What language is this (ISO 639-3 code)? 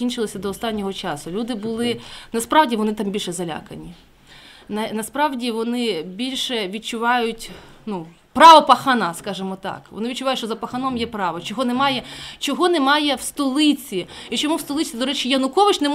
ukr